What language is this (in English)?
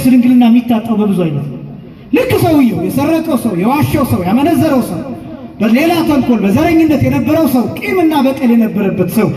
Amharic